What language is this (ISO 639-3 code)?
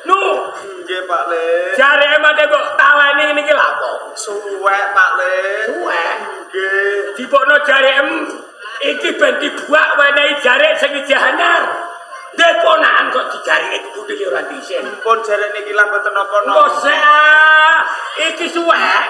jav